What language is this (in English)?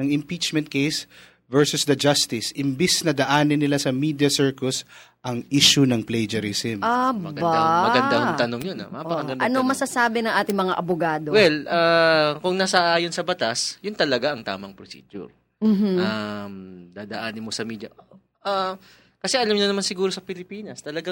Filipino